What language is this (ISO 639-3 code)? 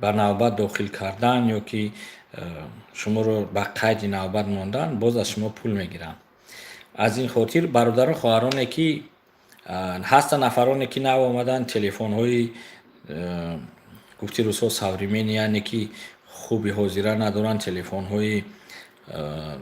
tgk